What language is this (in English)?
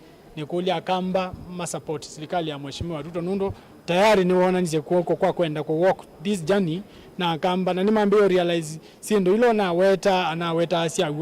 Kamba